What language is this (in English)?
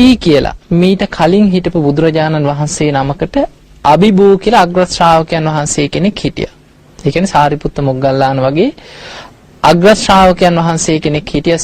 Sinhala